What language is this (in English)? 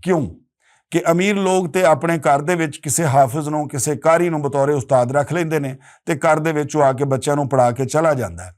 Western Panjabi